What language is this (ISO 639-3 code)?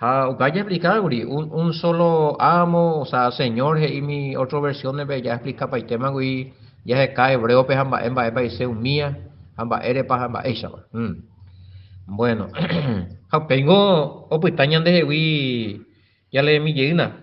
grn